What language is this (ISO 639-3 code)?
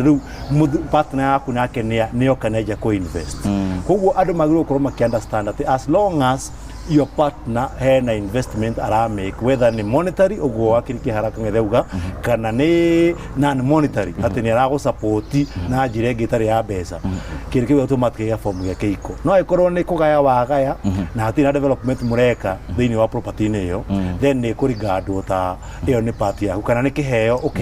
kik